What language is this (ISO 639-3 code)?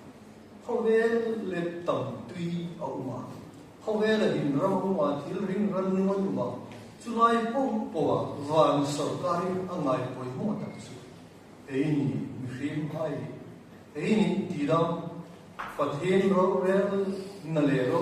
hmr